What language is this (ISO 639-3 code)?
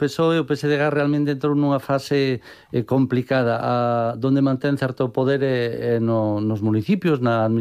glg